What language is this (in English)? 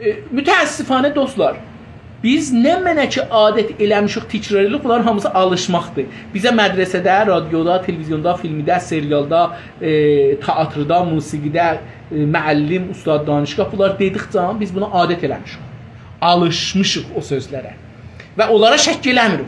South Azerbaijani